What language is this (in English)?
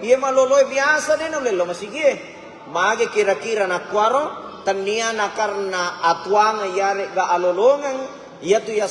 Buginese